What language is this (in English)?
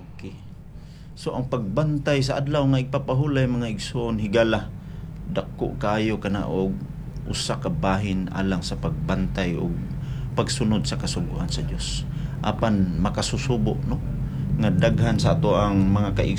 Cebuano